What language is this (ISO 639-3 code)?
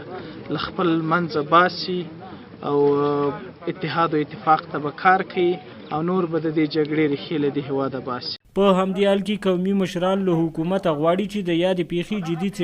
pus